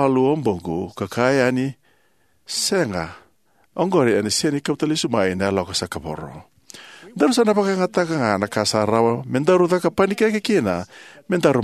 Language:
Fijian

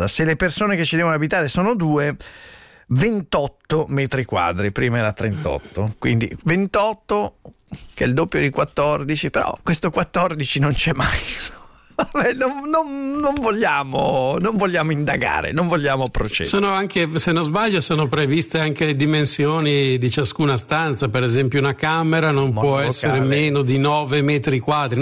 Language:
Italian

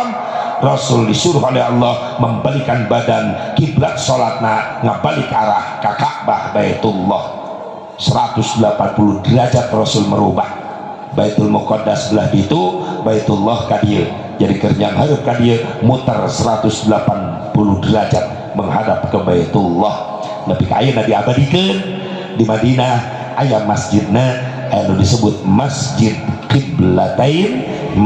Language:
Sundanese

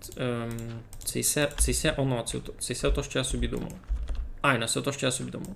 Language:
Rusyn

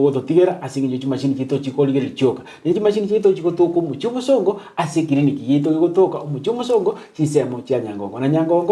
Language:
Gusii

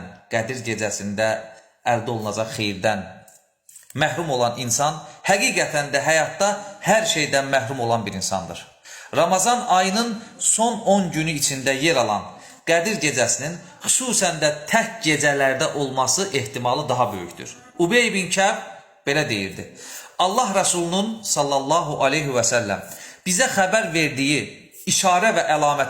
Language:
Azerbaijani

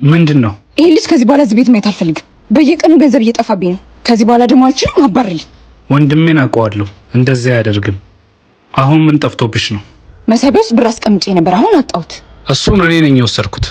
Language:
Amharic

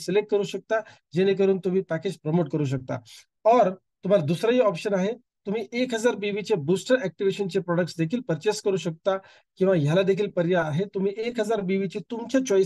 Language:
Marathi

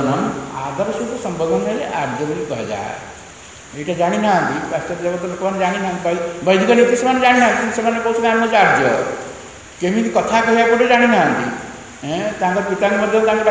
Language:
Odia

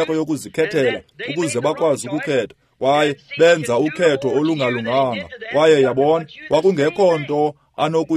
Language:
Xhosa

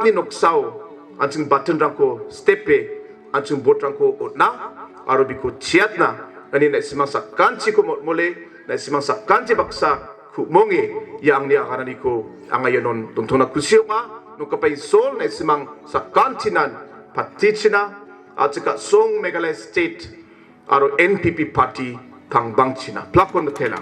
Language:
Garo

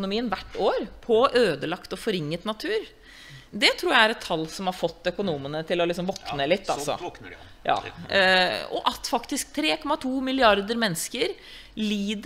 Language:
Norwegian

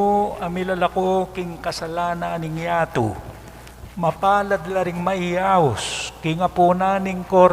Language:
Pampanga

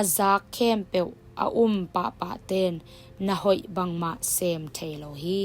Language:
Tedim Chin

